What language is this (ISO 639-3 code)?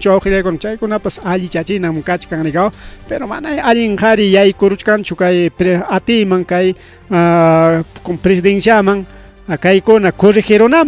quy